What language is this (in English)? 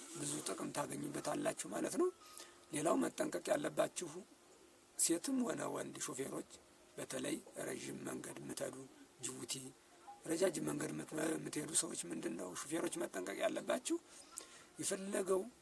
Amharic